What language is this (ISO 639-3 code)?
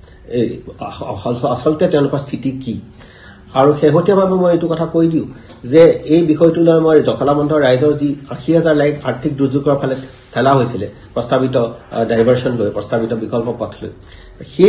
asm